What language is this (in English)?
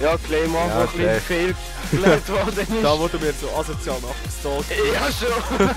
Swiss German